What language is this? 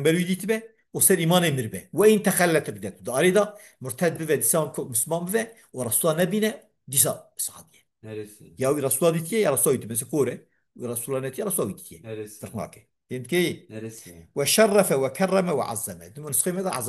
Kurdish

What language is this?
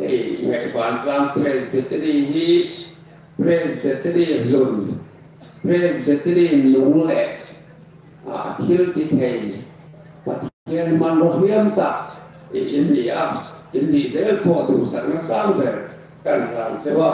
Hmar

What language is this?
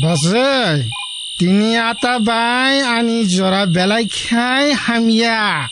Kok Borok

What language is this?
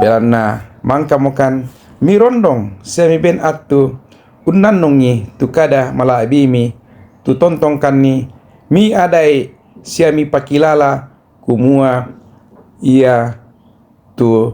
Toraja-Sa'dan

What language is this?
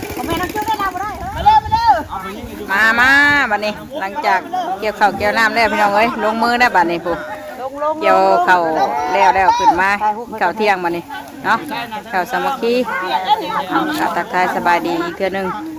Northeastern Thai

